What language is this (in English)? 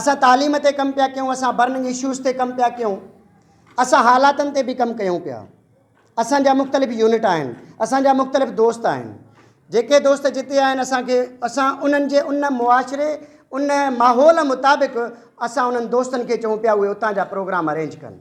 Sindhi